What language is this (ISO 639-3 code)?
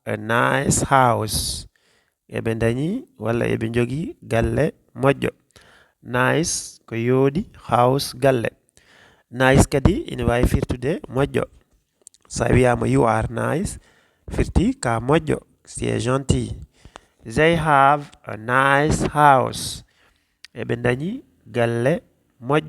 ful